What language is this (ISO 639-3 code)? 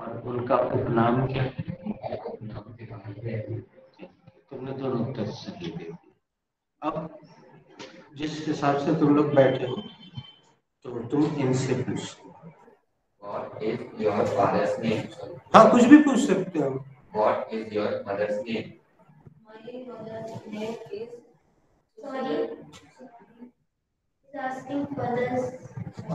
hin